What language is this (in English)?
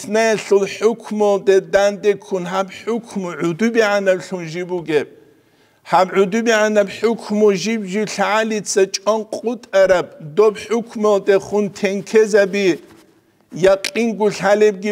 Avaric